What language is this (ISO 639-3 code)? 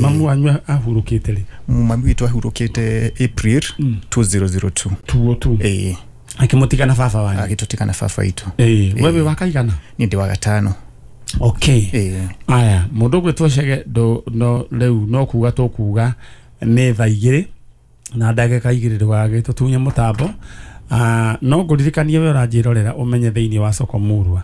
kik